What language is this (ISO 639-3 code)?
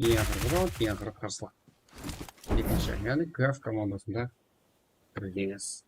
kaa